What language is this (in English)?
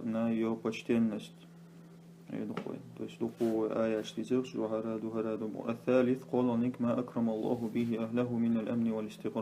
Chechen